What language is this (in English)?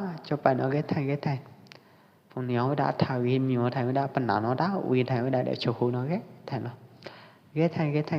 Pwo Eastern Karen